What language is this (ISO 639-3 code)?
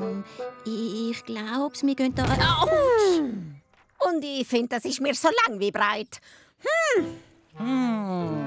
gsw